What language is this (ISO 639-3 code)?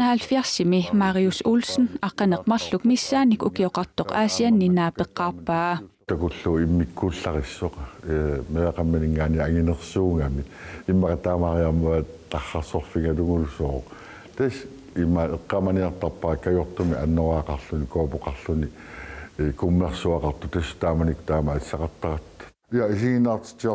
kal